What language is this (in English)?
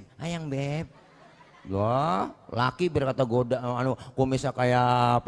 Betawi